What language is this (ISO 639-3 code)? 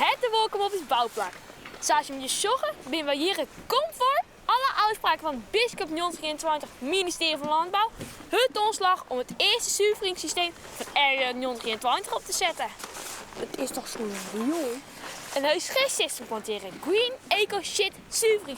fry